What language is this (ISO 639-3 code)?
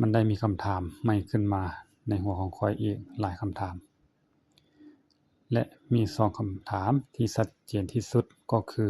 lao